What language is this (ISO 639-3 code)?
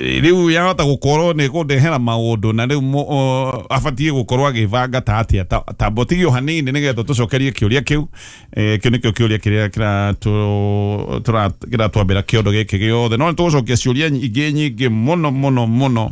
kik